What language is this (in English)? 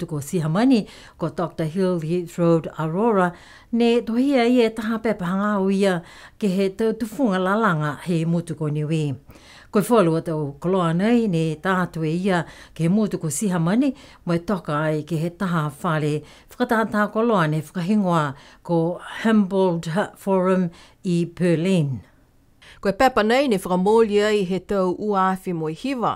Niuean